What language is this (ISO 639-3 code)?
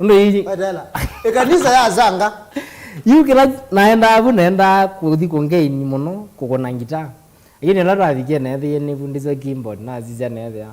kam